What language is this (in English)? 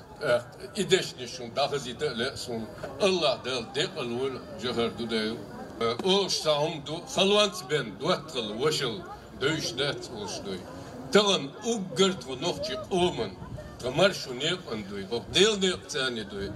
Chechen